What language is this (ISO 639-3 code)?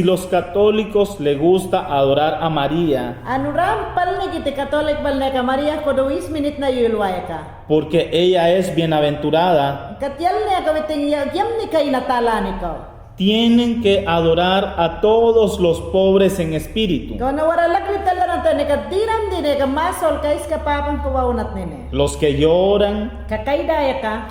yan